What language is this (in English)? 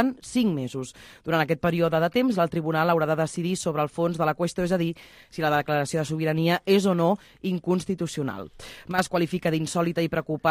Catalan